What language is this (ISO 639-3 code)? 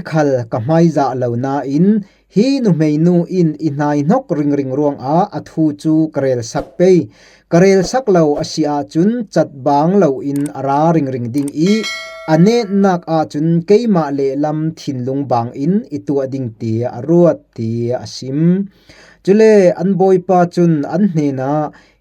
cfm